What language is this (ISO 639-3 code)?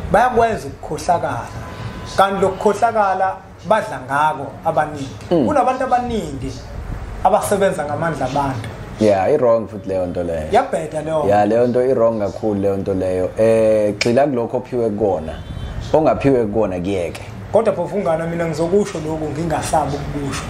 zul